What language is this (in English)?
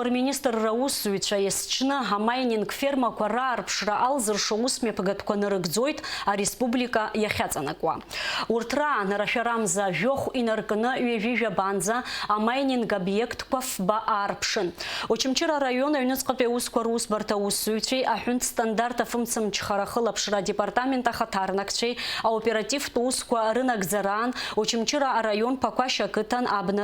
Abkhazian